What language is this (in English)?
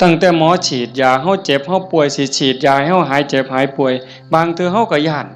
Northeastern Thai